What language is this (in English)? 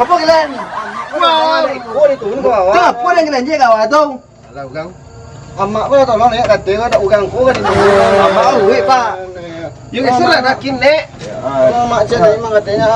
Minangkabau